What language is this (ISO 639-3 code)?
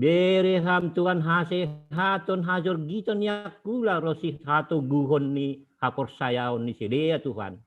bts